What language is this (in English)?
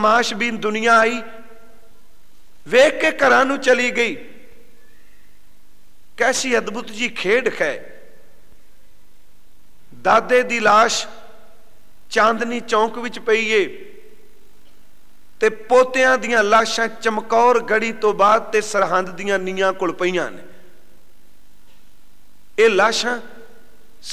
Punjabi